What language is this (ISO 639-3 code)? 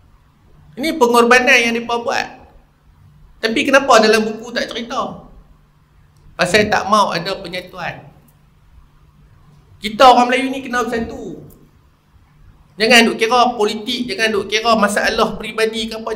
msa